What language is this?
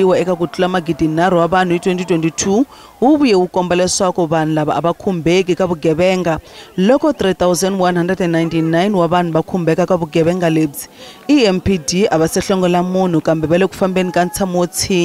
Tsonga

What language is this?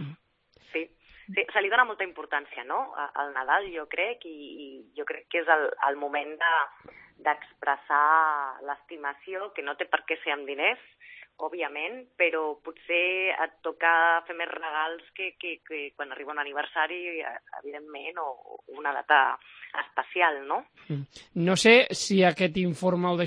Catalan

